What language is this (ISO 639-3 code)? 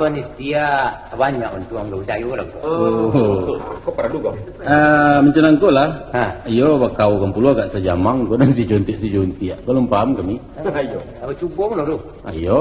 min